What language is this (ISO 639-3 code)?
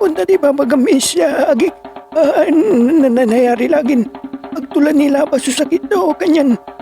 pag